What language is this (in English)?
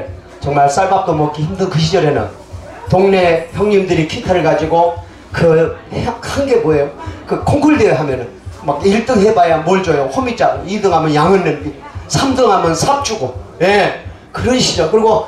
Korean